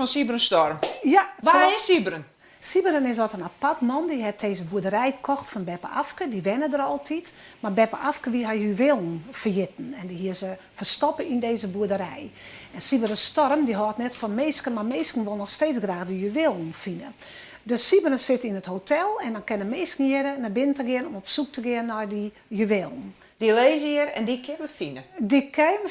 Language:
Western Frisian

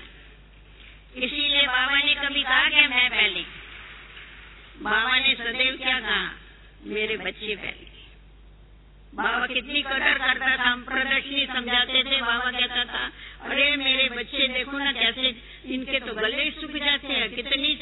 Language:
Hindi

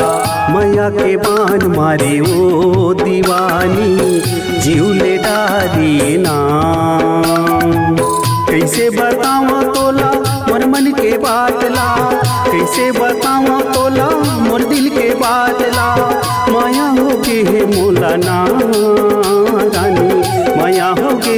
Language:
Chhattisgarhi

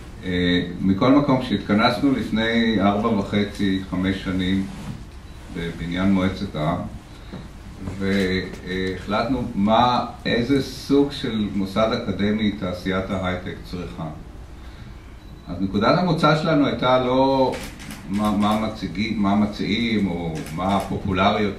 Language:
Hebrew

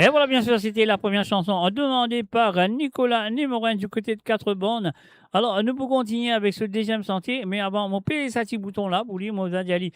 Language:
Morisyen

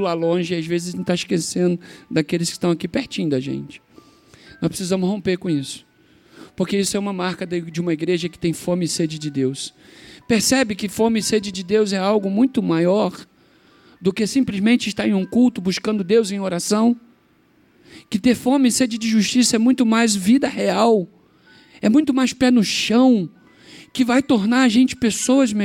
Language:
Portuguese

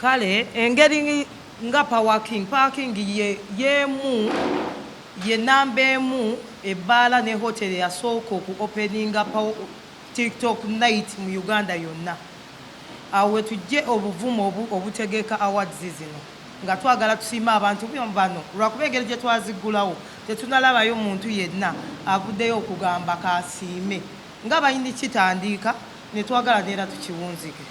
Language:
Ganda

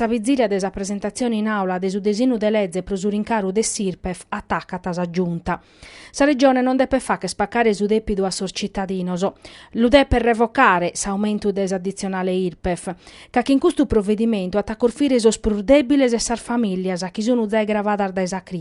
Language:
Sardinian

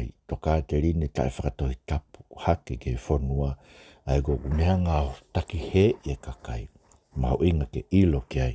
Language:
Tongan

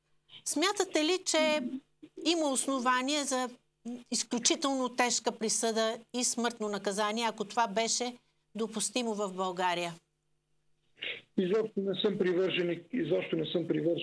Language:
Bulgarian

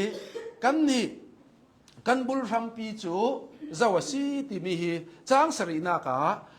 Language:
Hakha Chin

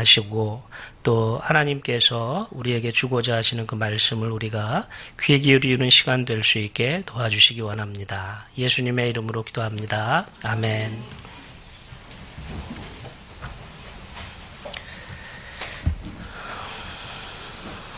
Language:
Korean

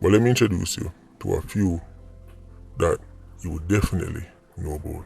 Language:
Jamaican Creole English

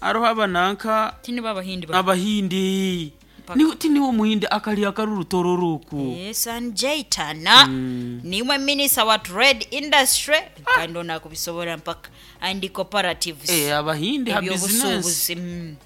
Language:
Nyoro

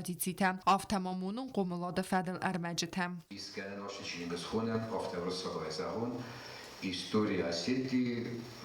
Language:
Ossetic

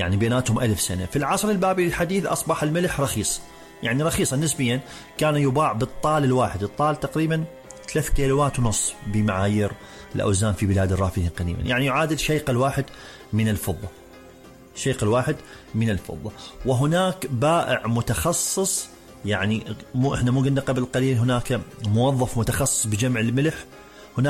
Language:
Mesopotamian Arabic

